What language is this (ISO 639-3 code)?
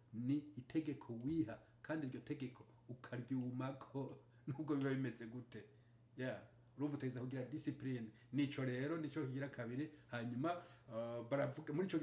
run